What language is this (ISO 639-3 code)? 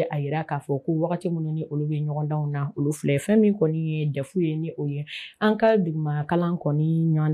bam